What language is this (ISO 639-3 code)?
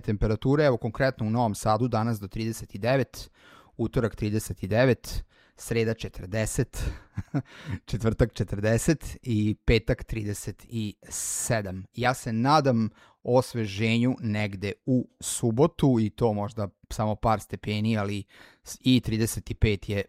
srp